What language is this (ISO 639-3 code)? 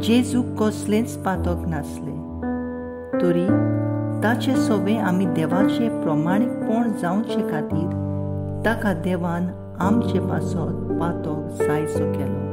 kok